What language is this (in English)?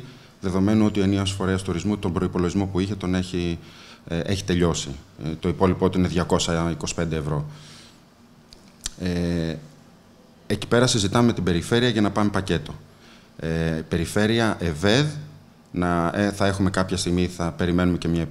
Greek